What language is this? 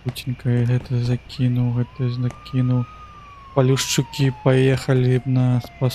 Belarusian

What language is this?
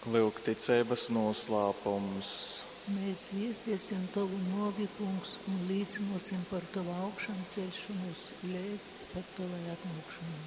Latgalian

